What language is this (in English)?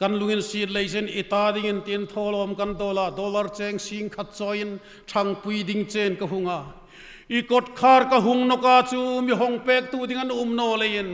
Hmar